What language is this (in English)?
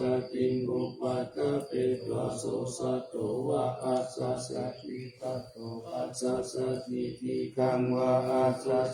Pali